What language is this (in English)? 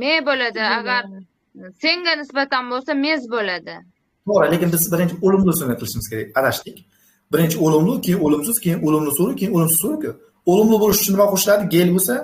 Uzbek